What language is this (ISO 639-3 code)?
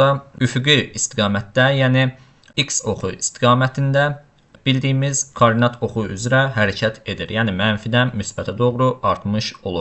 aze